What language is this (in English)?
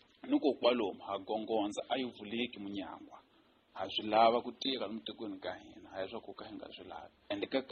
Tsonga